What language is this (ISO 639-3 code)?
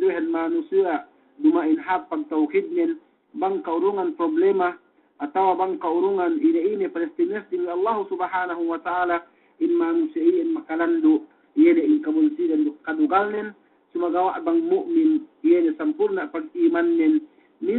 yka